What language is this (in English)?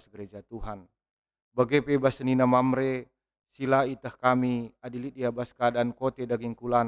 Batak Karo